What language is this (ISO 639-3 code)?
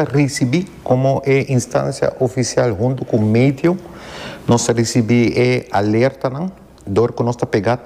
pap